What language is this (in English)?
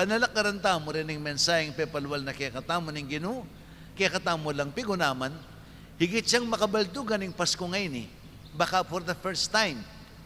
Pampanga